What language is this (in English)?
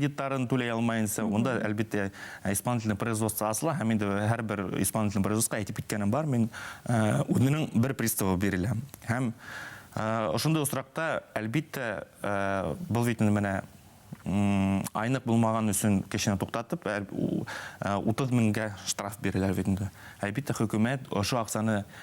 Bashkir